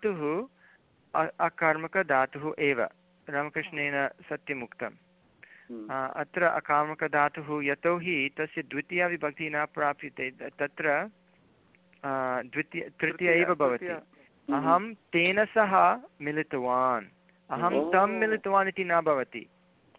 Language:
Sanskrit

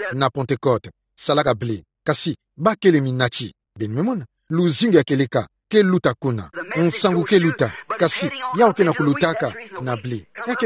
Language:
Kituba (Democratic Republic of Congo)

